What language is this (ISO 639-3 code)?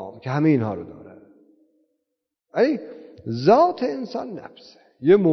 fas